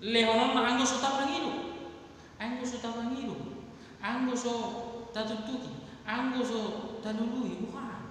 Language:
Batak Toba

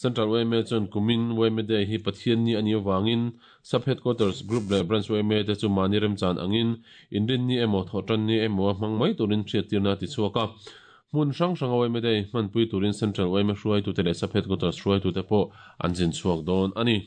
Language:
Mizo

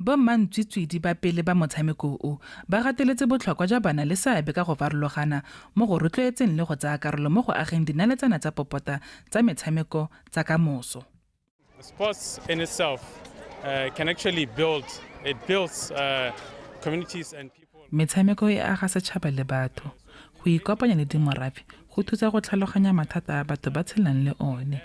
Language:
Tswana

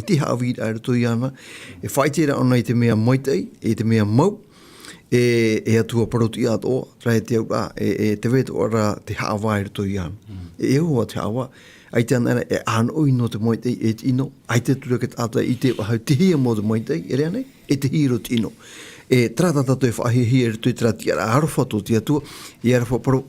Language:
Tahitian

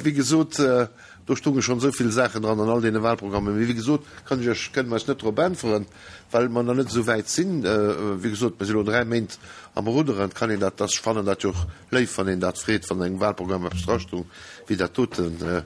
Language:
Luxembourgish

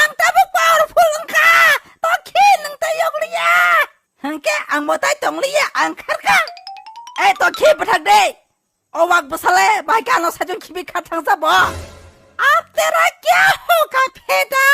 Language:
Kok Borok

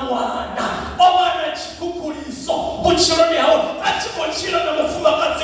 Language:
Venda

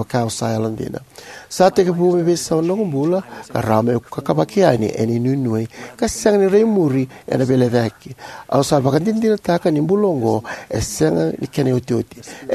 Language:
Fijian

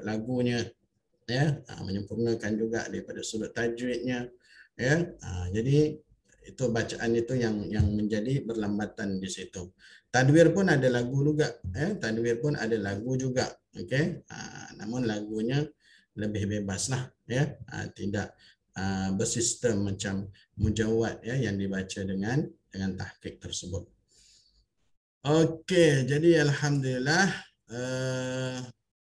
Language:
Malay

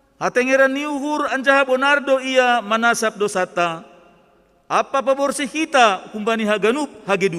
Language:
Batak Simalungun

